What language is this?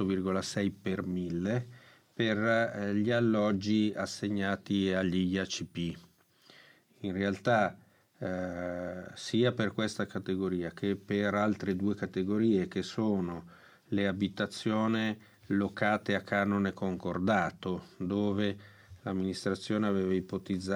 Italian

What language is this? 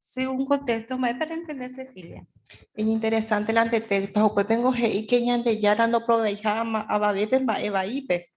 Guarani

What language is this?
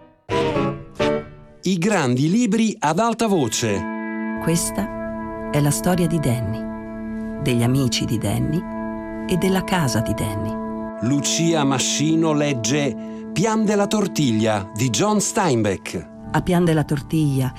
Italian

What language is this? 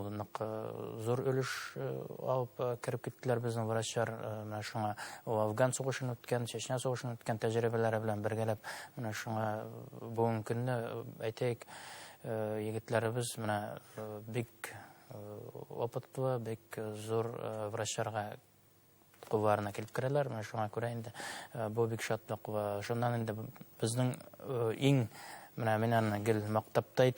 Bashkir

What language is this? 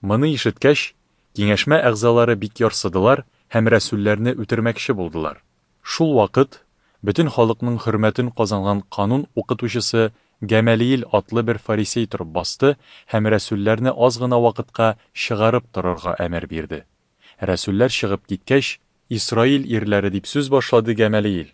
Tatar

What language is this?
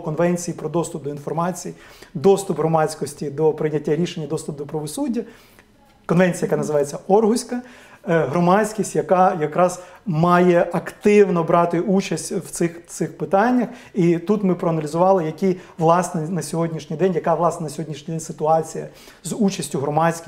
Ukrainian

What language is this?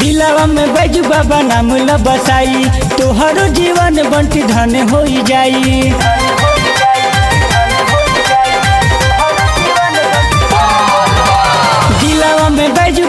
Bhojpuri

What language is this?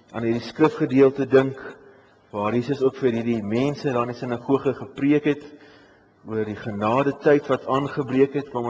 Afrikaans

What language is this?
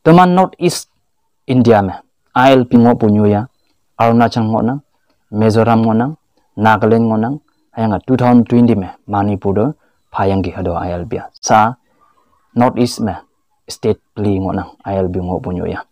Konyak Naga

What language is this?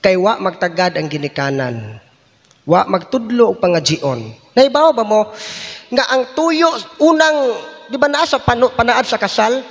Cebuano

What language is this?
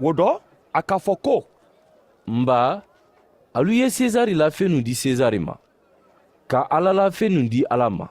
Mandingo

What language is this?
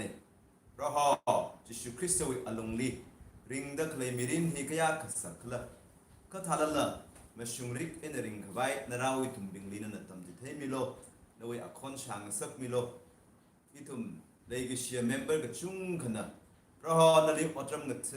Tangkhul Naga (India)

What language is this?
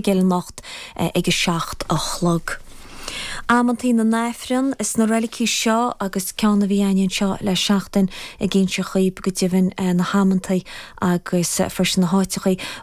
Irish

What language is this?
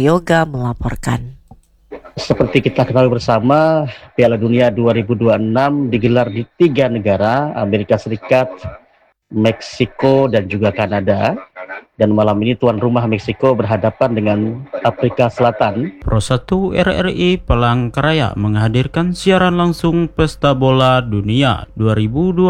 Indonesian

